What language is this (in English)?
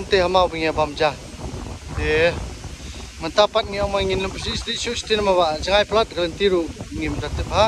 Khasi